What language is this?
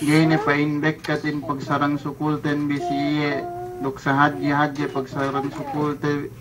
Yakan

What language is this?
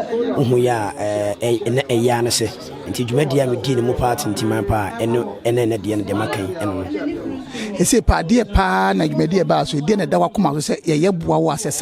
Akan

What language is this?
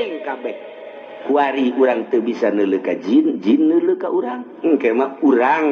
Sundanese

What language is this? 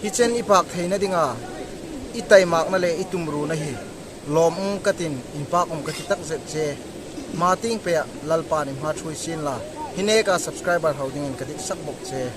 Hmar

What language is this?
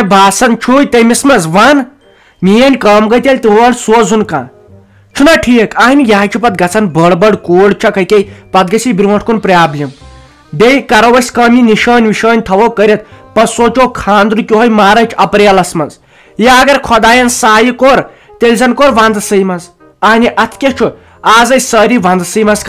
Kashmiri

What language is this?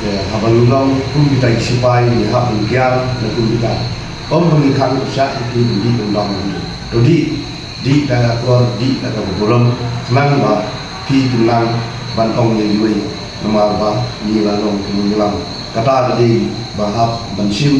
Khasi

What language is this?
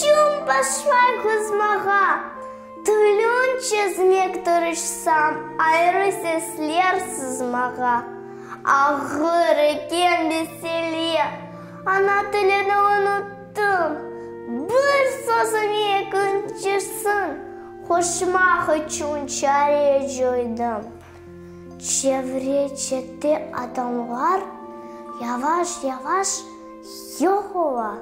Crimean Tatar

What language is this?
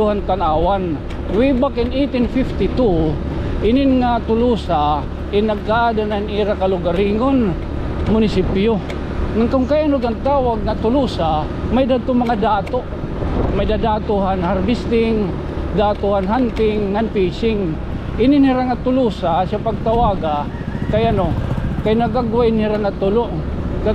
Waray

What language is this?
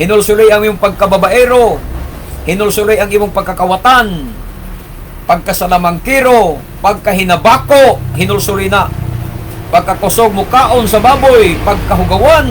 Cebuano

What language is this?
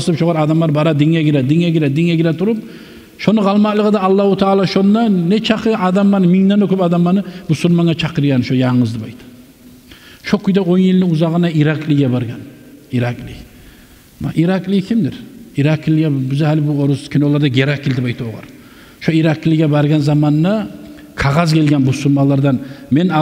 Kumyk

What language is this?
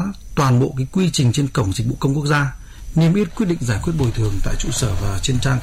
Vietnamese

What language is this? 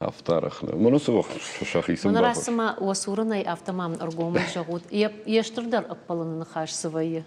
Ossetic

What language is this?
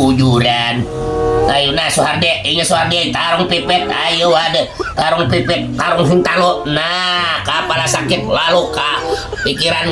Banjar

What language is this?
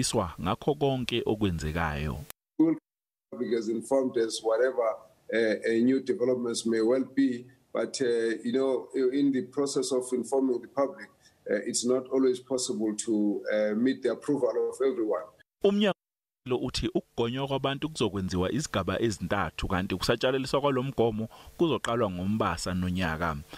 Zulu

